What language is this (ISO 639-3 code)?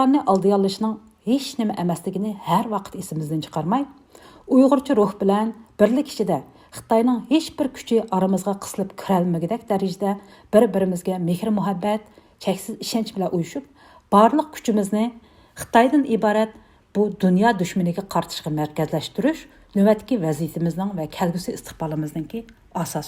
uig